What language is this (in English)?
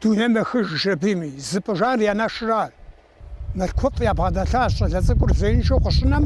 Kabardian